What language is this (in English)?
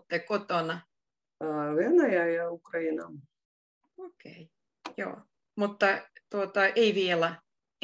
Finnish